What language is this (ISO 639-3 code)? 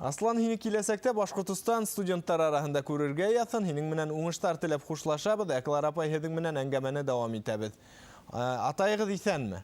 bak